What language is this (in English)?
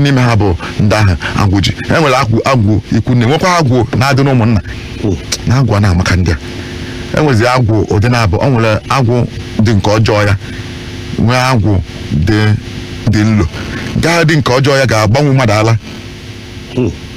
Igbo